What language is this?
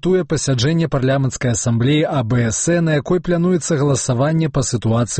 Belarusian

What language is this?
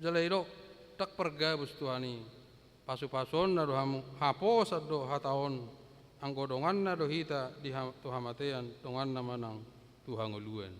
Batak Toba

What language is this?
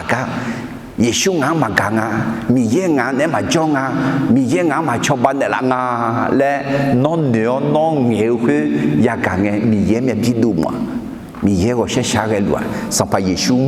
Akha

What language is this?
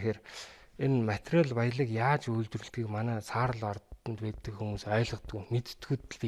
Mongolian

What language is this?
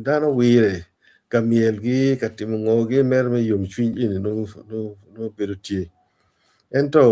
Acoli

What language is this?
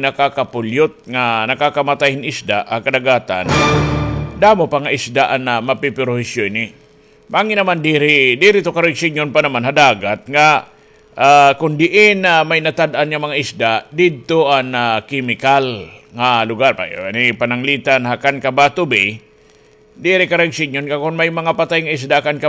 Waray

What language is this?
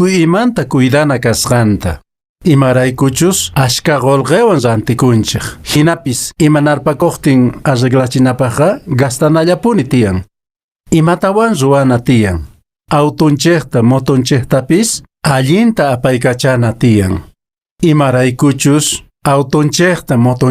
Quechua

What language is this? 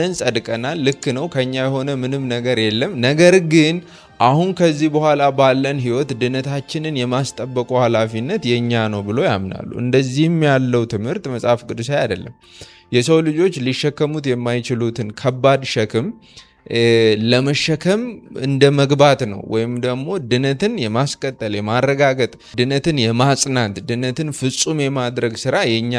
Amharic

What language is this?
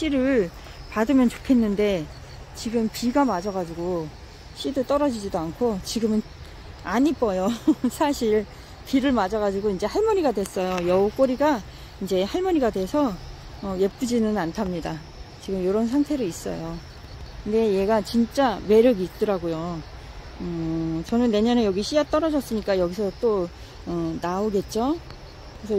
Korean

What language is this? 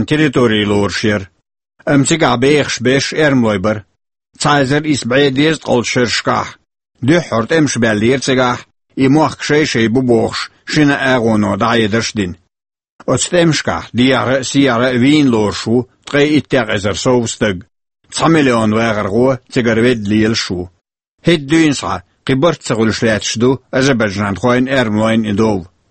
Chechen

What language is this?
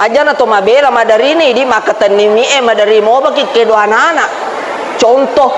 Buginese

